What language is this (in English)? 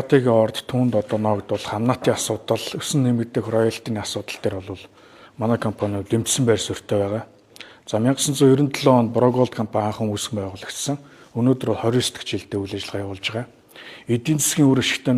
Mongolian